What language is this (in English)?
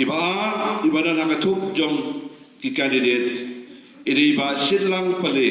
Khasi